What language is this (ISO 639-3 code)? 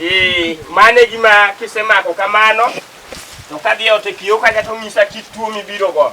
luo